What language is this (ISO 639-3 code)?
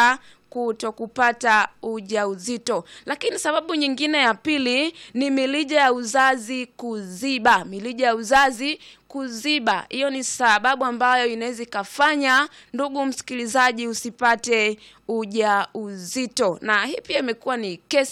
swa